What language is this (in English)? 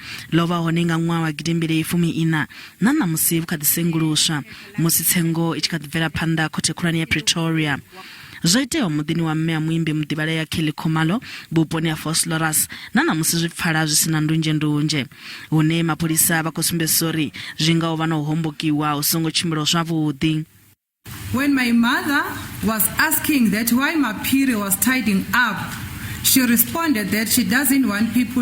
Venda